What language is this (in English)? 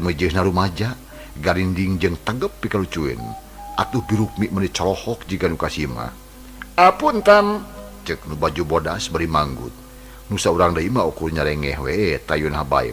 Sundanese